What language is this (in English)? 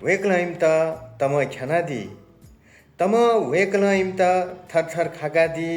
Newari